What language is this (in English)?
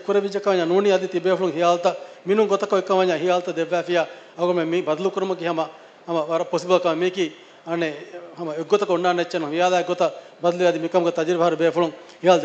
Divehi